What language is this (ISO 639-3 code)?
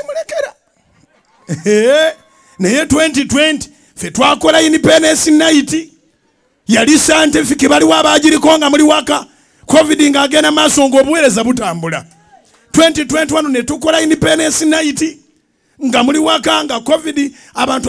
lug